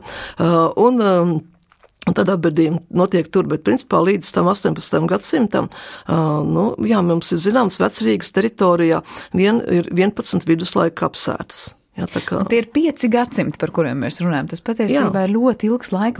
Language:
Latvian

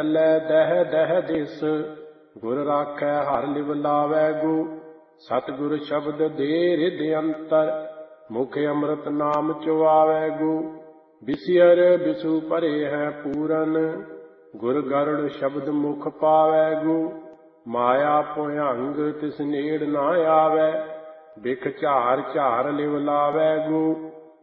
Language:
Punjabi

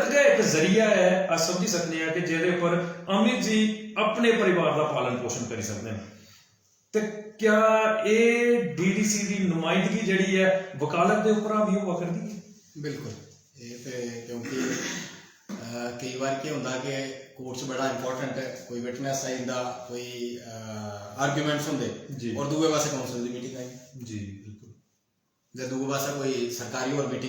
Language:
Dogri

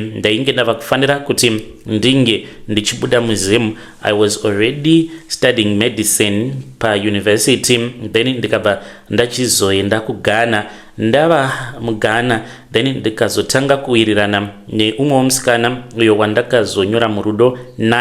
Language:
Shona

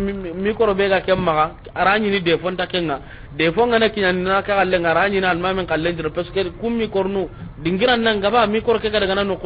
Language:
Soninke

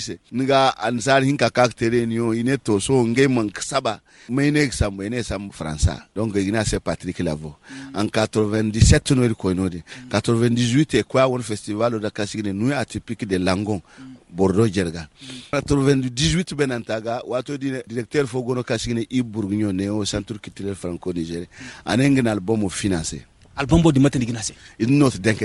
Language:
Hausa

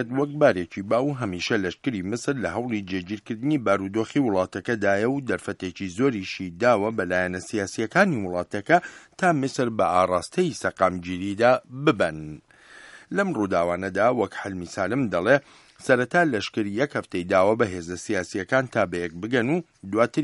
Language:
Central Kurdish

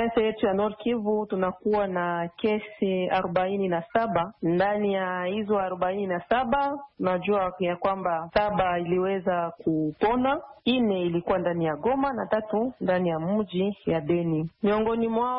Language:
Swahili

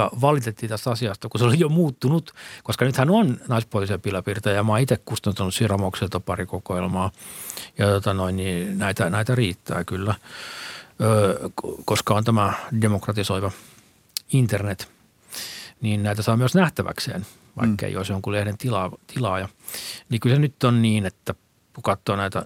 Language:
Finnish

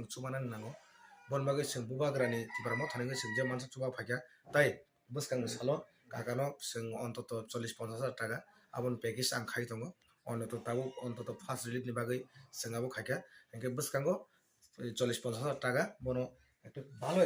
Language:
Kok Borok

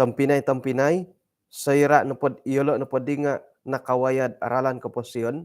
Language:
Central Dusun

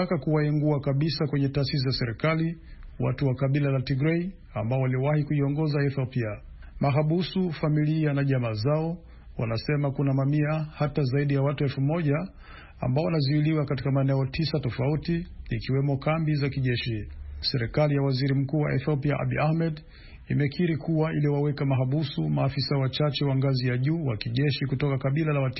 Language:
Swahili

